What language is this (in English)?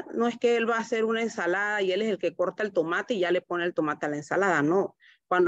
Spanish